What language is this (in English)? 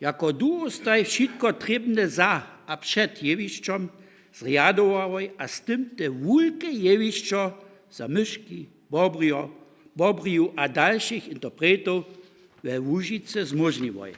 Upper Sorbian